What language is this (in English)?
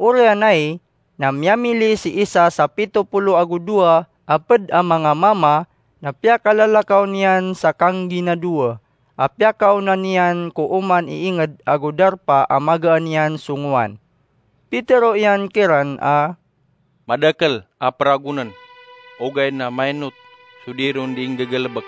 Maranao